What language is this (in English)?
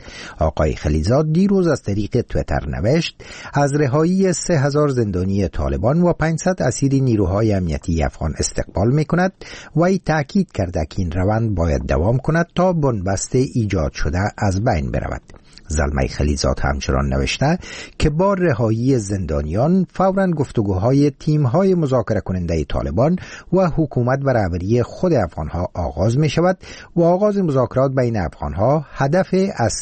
Persian